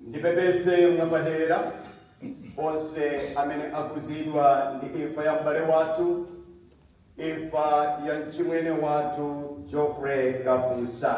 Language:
Nyanja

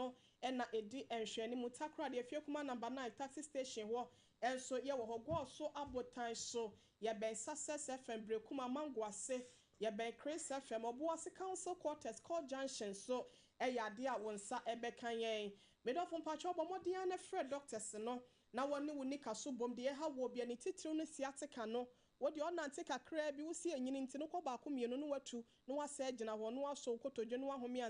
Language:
Akan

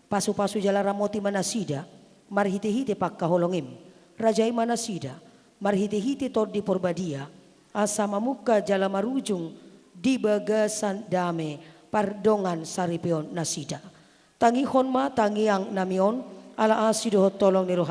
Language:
Batak Toba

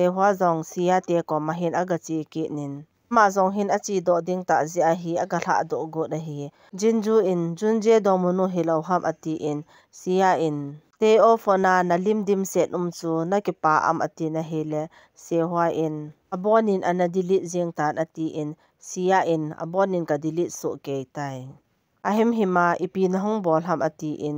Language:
Thado Chin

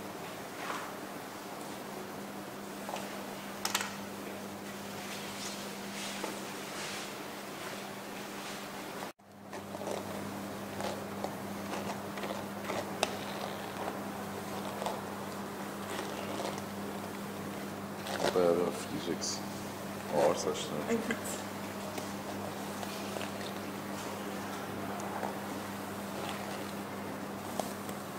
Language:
Turkish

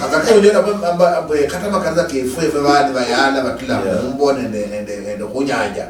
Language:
Luyia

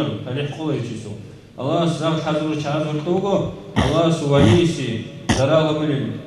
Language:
Avaric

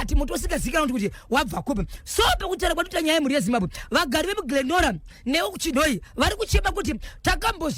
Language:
Shona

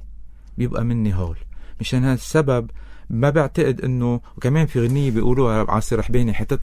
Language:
North Levantine Arabic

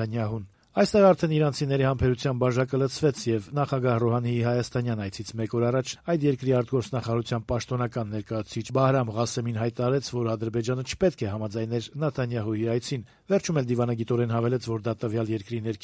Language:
Armenian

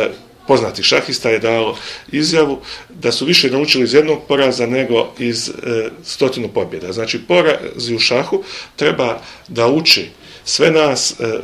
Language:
Bosnian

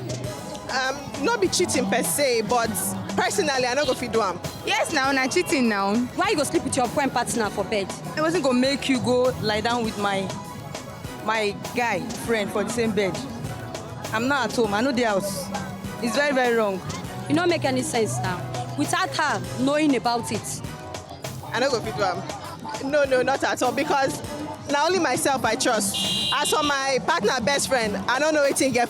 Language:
Nigerian Pidgin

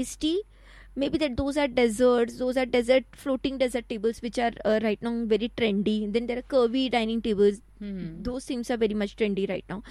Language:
Marathi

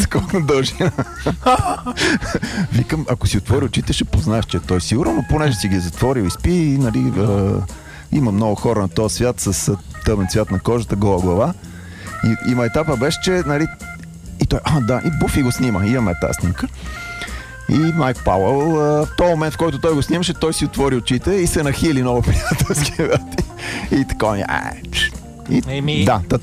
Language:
Bulgarian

